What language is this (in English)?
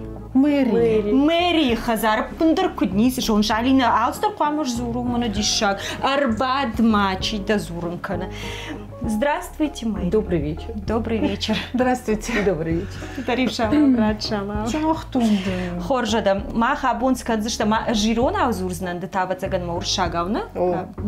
Ossetic